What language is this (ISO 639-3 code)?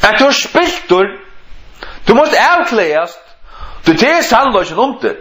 fao